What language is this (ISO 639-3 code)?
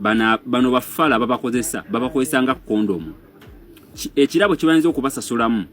lug